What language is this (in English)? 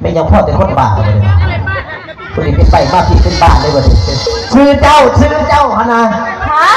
Northeastern Thai